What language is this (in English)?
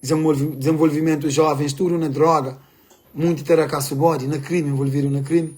Kabuverdianu